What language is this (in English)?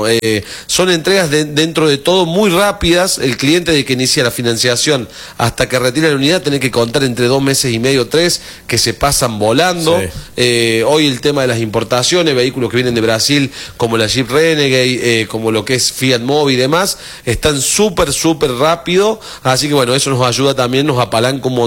Spanish